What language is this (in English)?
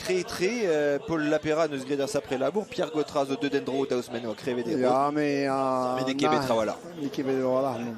Breton